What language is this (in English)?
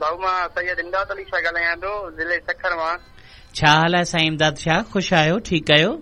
Sindhi